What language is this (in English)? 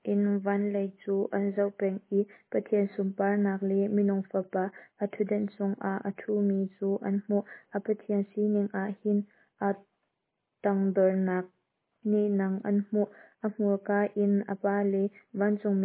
Hakha Chin